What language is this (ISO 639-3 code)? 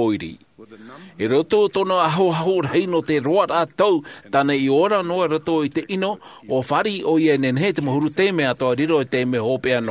tah